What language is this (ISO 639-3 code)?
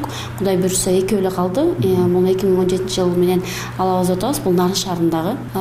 kir